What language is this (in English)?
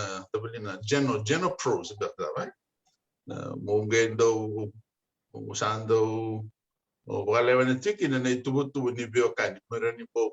Fijian